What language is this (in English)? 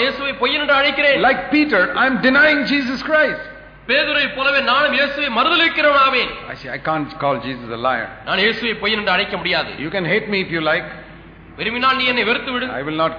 Tamil